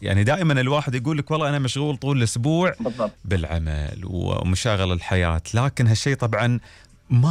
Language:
Gulf Arabic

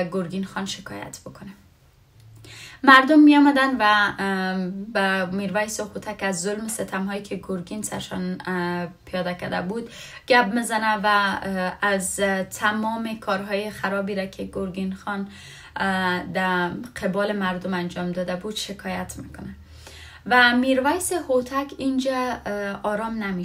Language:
Persian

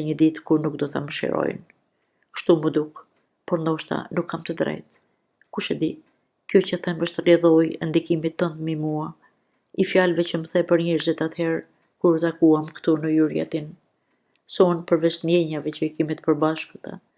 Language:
Albanian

